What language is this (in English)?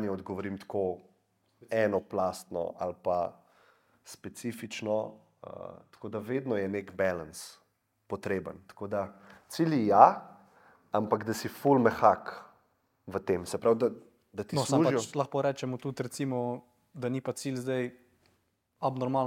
Slovenian